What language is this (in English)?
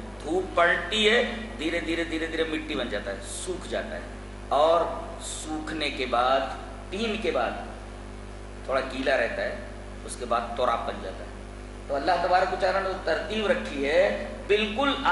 Urdu